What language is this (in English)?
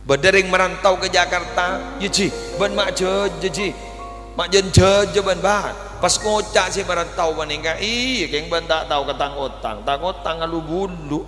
Madurese